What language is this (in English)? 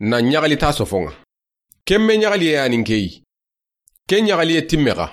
Soninke